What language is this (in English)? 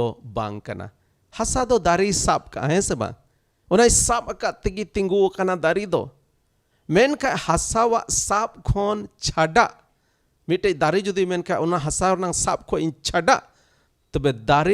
Santali